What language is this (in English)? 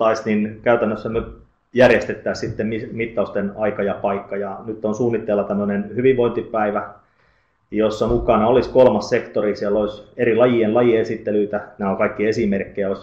Finnish